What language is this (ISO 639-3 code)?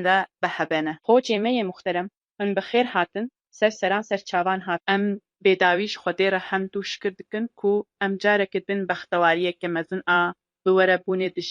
kur